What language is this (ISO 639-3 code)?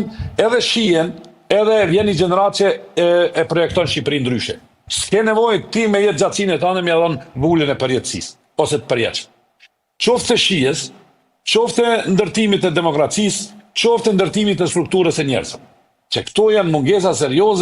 sqi